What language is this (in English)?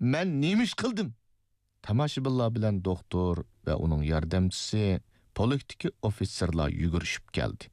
Uyghur